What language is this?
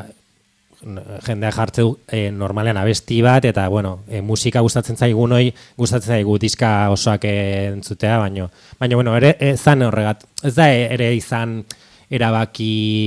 Basque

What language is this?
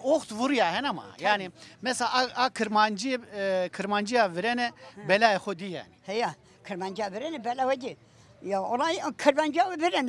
Zaza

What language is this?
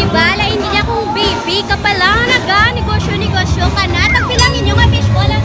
Hiligaynon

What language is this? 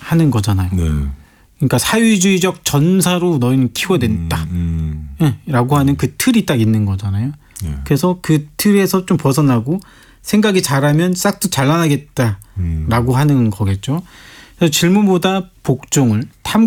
Korean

